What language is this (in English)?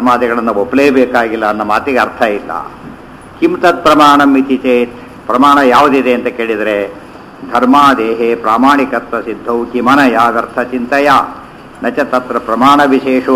Kannada